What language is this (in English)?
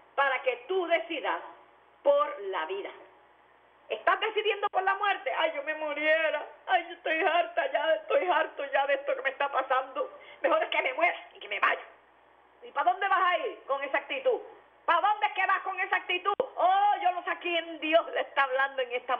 Spanish